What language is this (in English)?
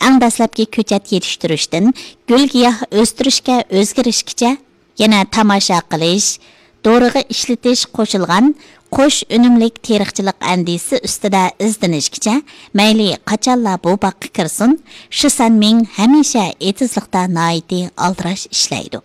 Uyghur